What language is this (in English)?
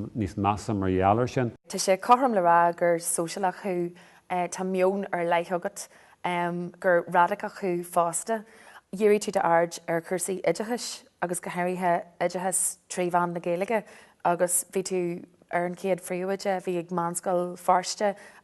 Irish